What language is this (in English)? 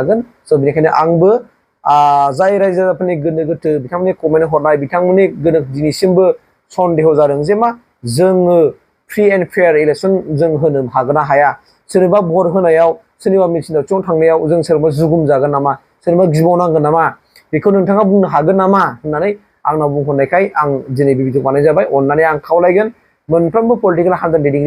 Bodo